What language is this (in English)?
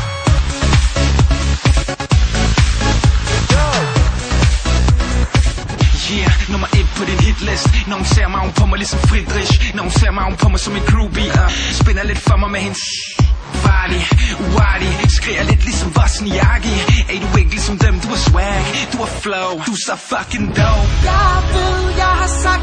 Danish